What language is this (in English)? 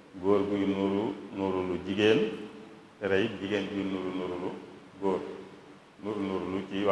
Wolof